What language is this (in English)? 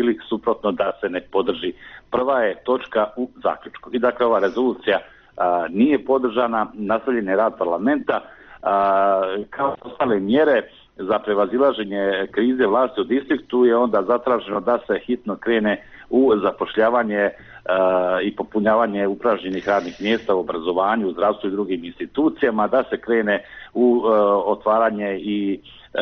Bosnian